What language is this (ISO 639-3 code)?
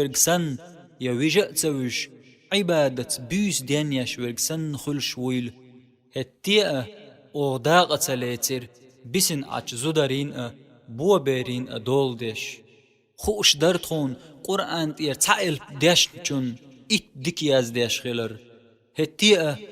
che